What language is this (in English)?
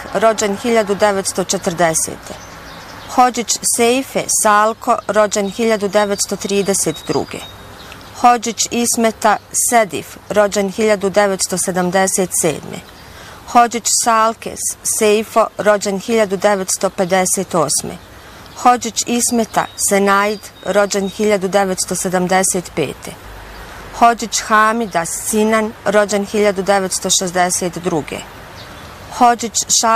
Bosnian